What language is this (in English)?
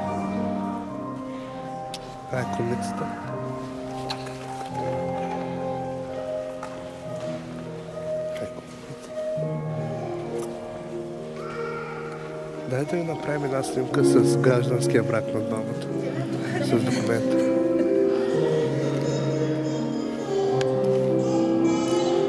Bulgarian